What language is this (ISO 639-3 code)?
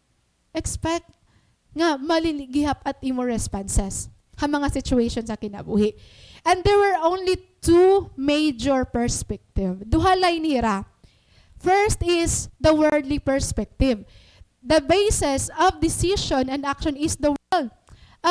war